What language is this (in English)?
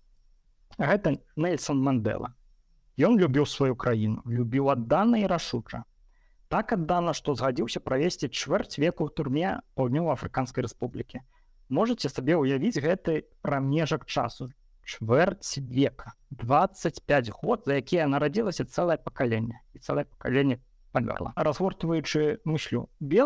Belarusian